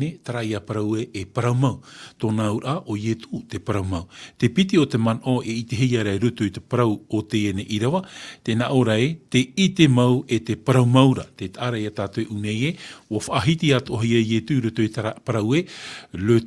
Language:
Tahitian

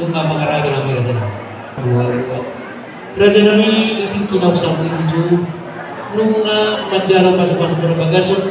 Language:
Batak Toba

